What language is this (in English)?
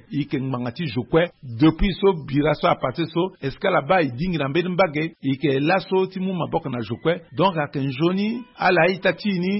Sango